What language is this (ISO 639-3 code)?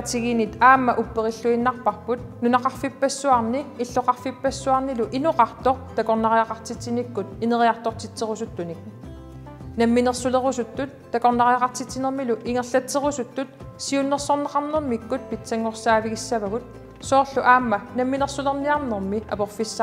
kal